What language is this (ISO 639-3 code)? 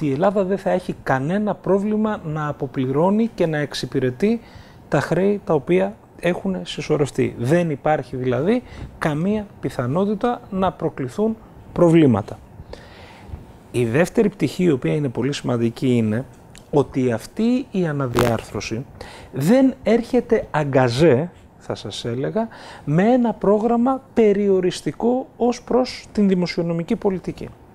ell